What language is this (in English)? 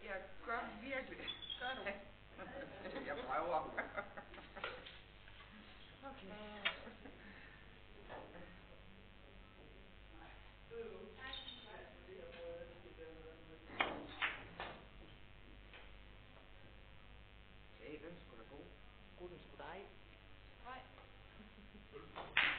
Danish